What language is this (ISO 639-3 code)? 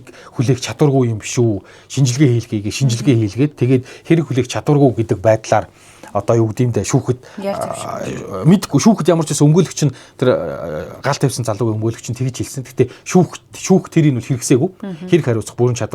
mon